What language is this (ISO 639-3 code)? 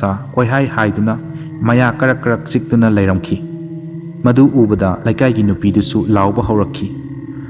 mni